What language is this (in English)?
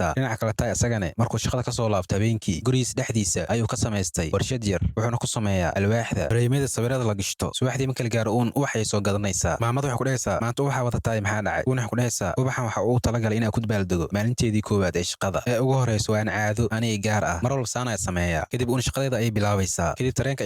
Somali